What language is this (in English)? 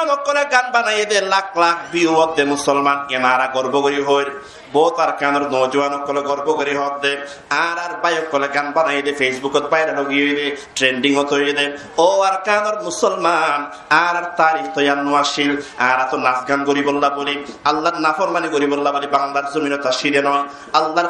Rohingya